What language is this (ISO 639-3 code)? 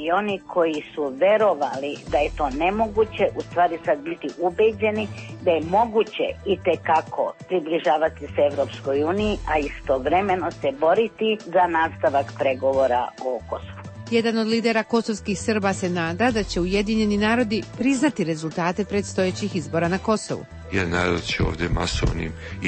srp